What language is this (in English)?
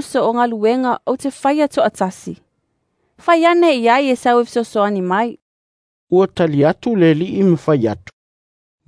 Samoan